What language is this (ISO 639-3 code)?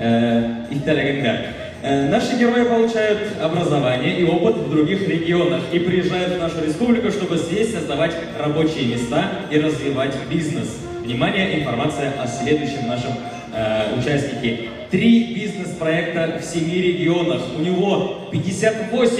bak